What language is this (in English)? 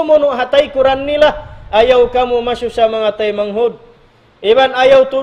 Tausug